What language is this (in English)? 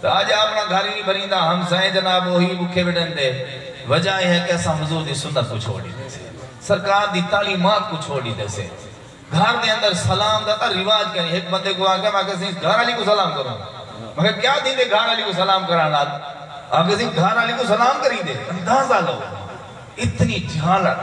Saraiki